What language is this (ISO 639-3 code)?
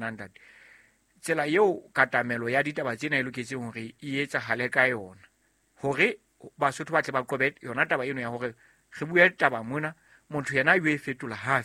sot